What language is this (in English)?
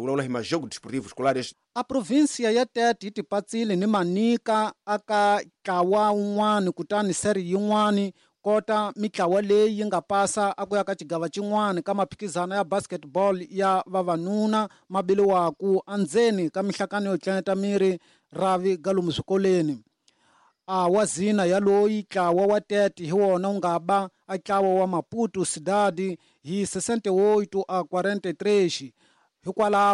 Tsonga